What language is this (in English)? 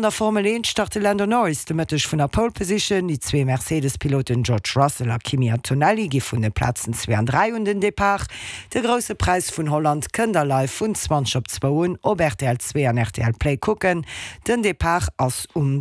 Luxembourgish